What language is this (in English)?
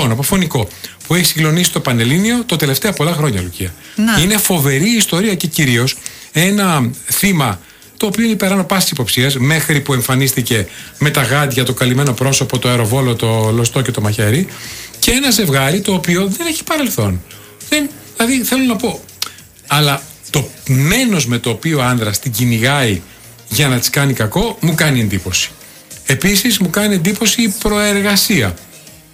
Greek